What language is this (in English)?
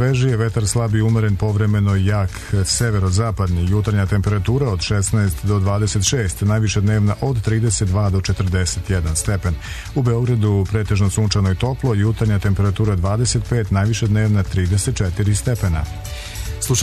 Serbian